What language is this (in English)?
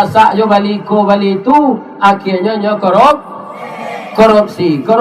Minangkabau